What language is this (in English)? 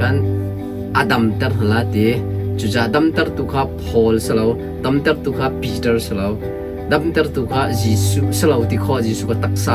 Hakha Chin